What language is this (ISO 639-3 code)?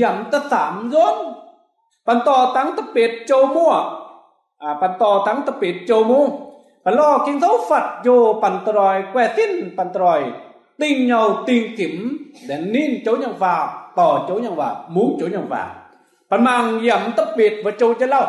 mji